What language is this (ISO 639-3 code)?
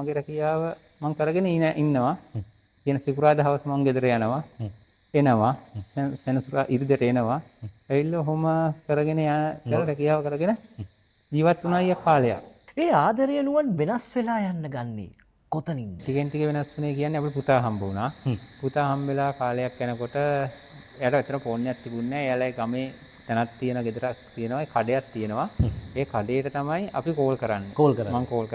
sin